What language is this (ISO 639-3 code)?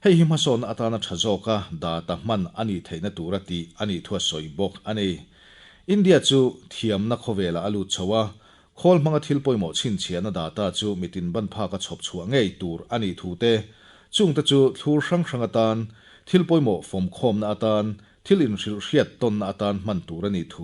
lus